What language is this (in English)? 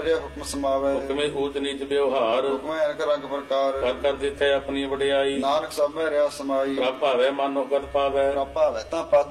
Punjabi